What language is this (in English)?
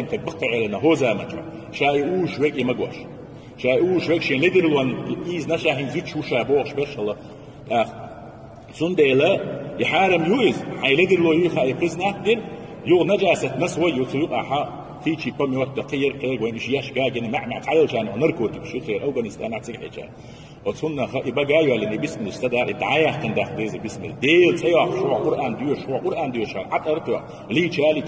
Chechen